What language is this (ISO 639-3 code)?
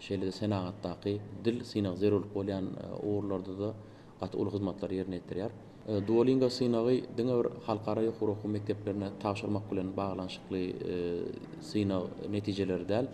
tuk